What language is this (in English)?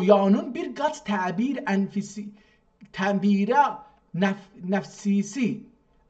South Azerbaijani